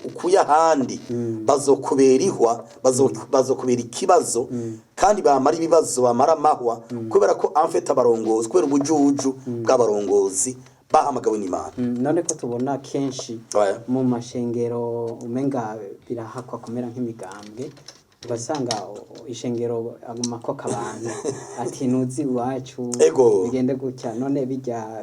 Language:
Rundi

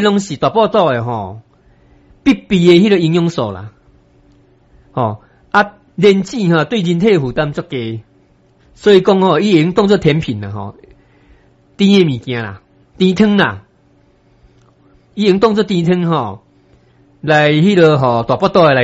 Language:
Min Nan Chinese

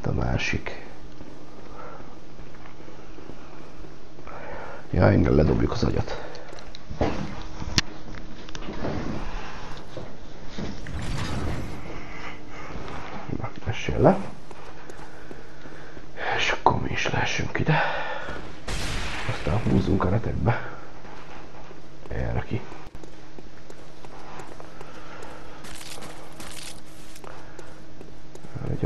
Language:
Hungarian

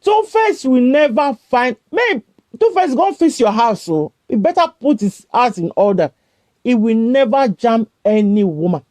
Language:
Nigerian Pidgin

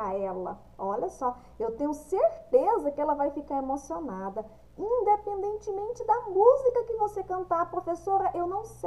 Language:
Portuguese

